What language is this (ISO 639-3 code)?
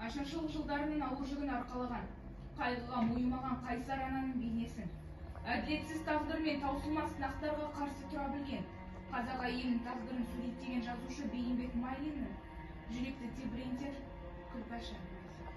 kaz